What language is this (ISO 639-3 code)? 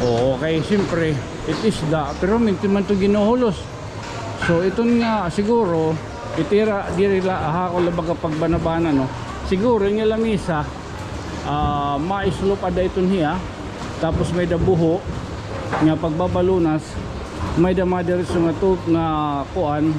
war